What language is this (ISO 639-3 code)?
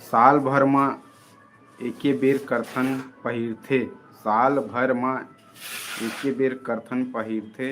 hne